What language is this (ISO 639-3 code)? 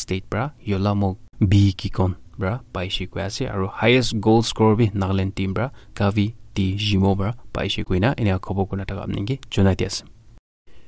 nag